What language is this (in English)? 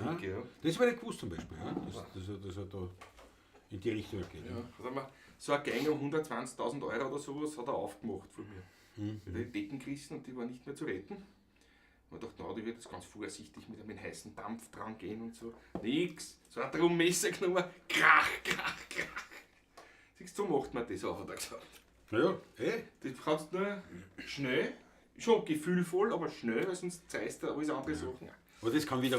Bavarian